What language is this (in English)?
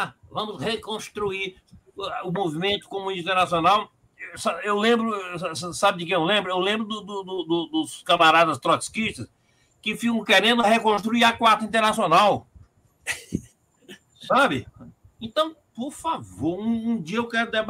Portuguese